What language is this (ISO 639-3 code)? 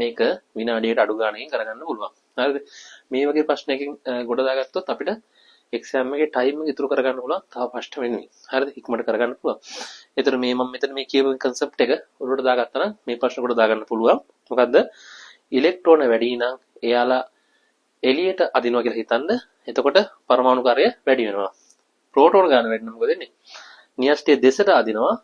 sin